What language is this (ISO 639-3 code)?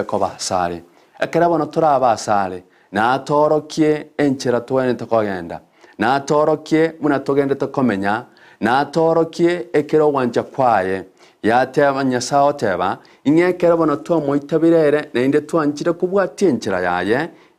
guz